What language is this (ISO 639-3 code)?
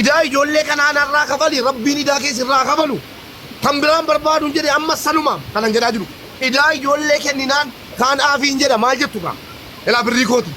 orm